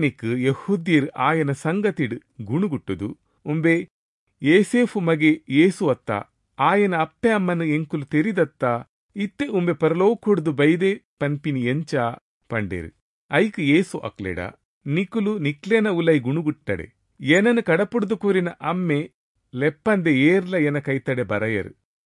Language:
Tulu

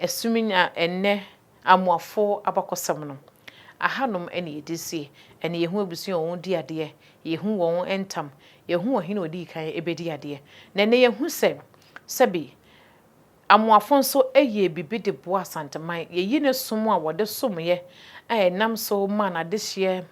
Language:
Akan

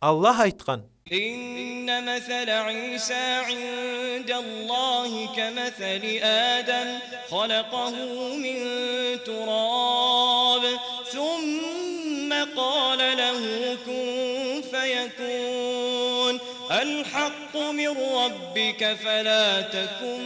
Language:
Kumyk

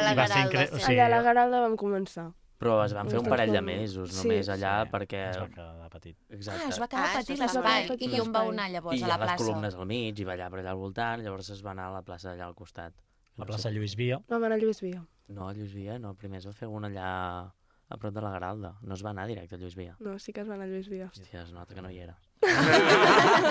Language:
Catalan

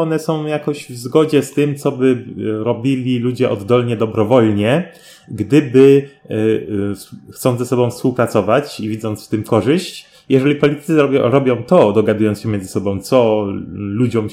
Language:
Polish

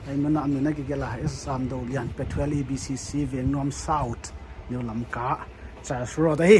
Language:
Paite Chin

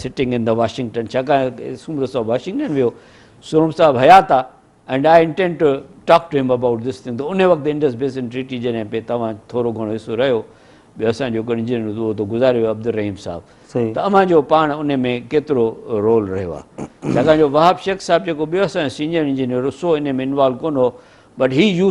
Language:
Sindhi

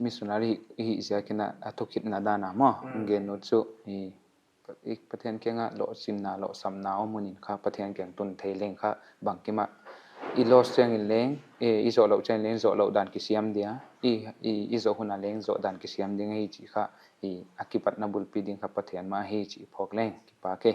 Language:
Paite Chin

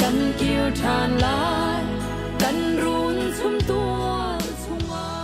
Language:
Hakha Chin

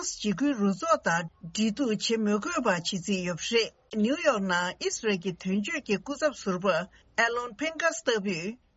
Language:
Tibetan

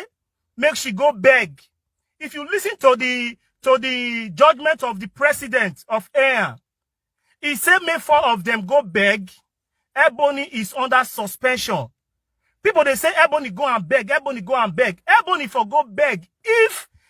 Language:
Nigerian Pidgin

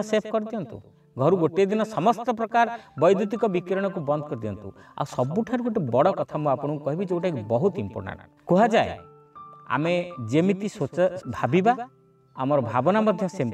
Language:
Odia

